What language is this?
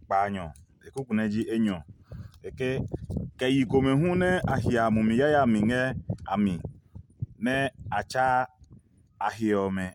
Adangme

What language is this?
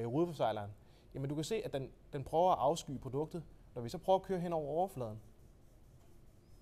Danish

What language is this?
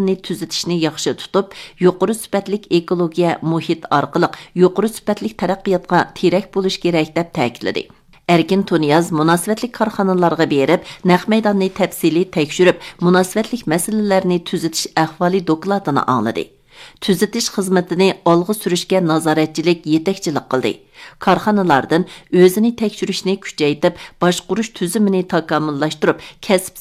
Uyghur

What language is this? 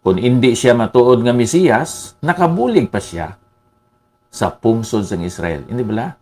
Hiligaynon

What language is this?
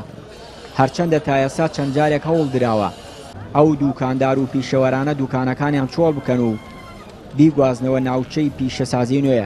Central Kurdish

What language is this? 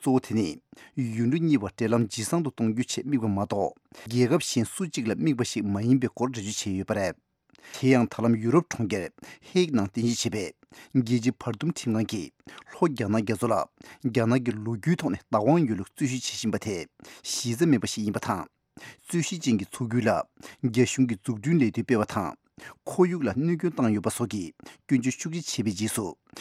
Tibetan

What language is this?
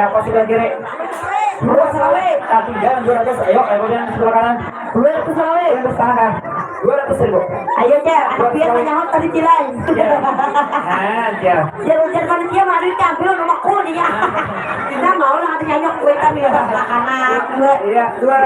Banjar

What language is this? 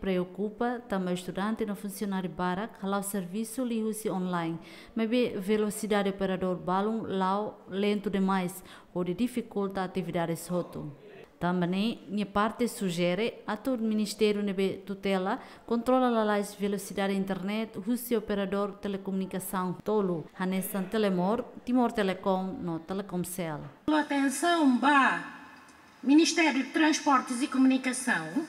Tetum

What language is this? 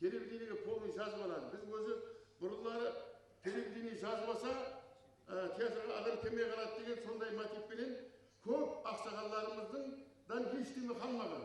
Kara-Kalpak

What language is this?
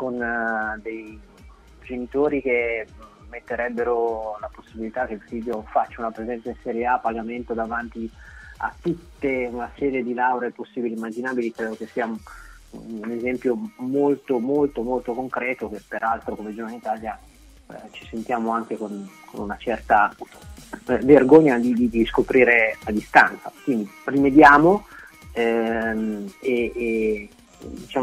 Italian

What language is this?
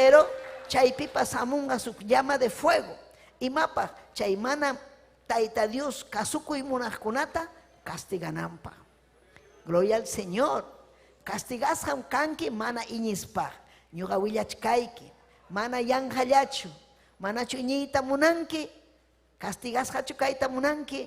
Ayacucho Quechua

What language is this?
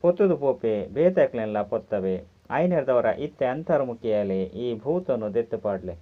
Tulu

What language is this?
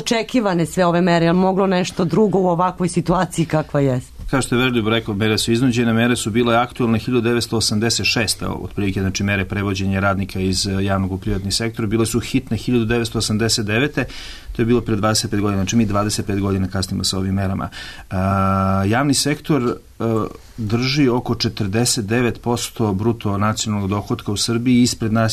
Serbian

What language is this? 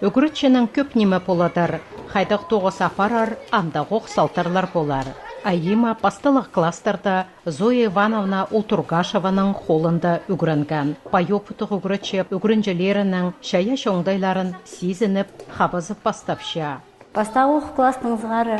Khakas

